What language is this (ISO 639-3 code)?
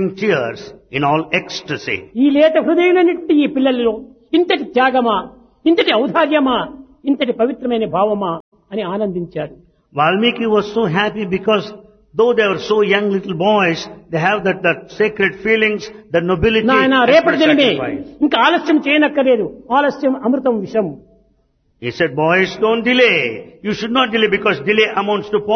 tel